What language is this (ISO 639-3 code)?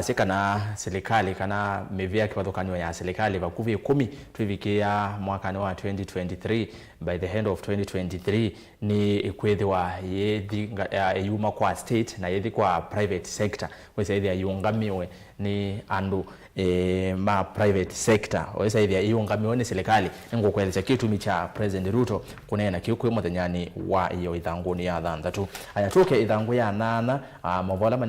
kam